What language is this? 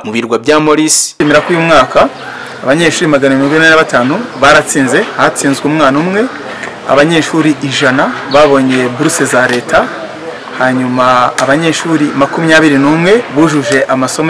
Kinyarwanda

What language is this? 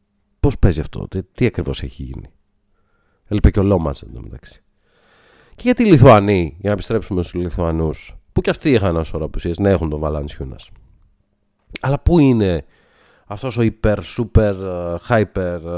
Greek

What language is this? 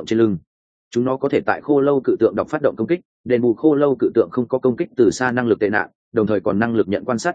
Vietnamese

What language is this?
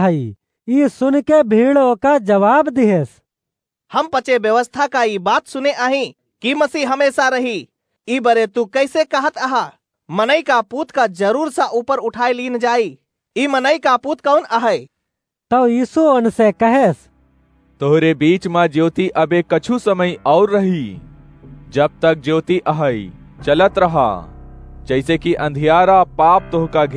Awadhi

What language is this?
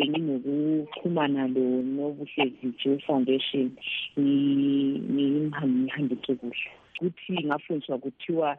North Ndebele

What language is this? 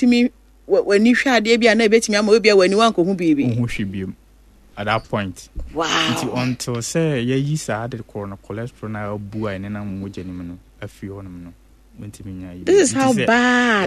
Akan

